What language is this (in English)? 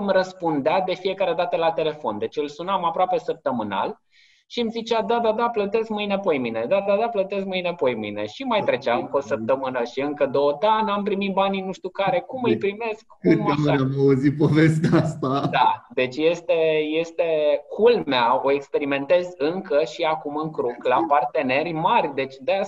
Romanian